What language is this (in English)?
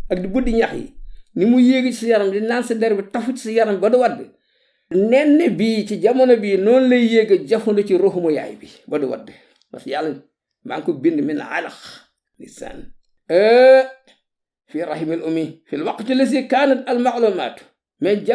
Wolof